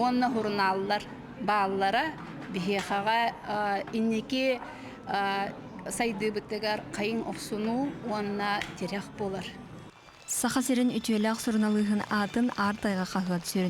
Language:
Yakut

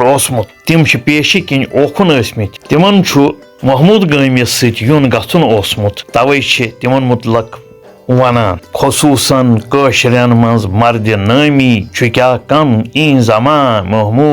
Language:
Kashmiri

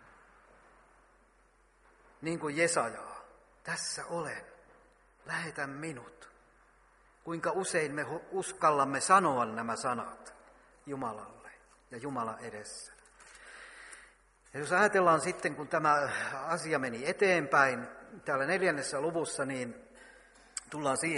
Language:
Finnish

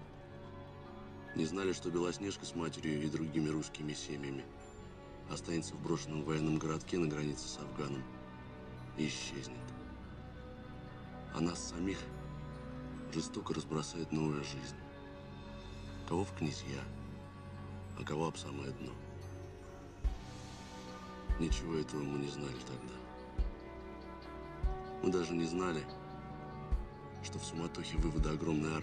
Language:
Russian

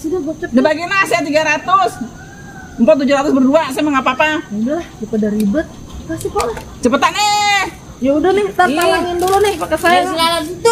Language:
Betawi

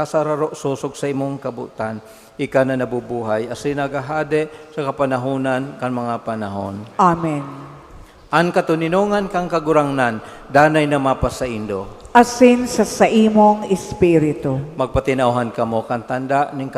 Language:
Bikol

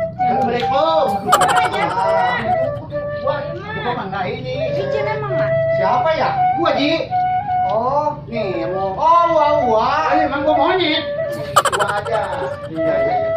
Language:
Betawi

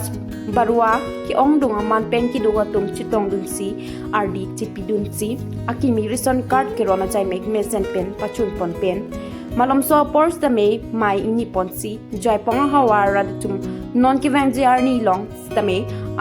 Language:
Karbi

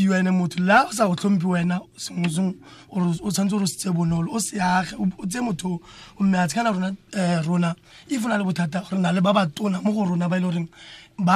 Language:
Tswana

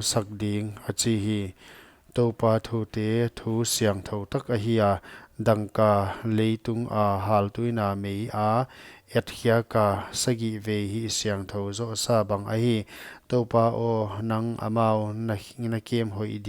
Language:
Paite Chin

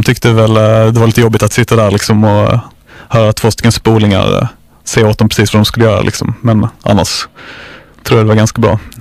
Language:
Swedish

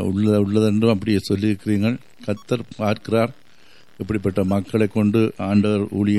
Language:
Tamil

